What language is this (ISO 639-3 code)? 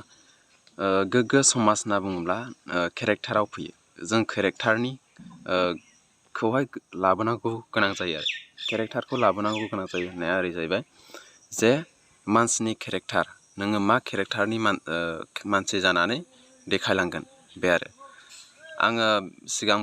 brx